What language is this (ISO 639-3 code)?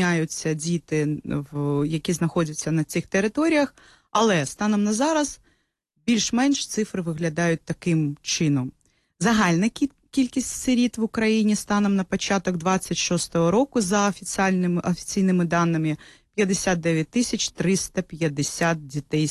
ukr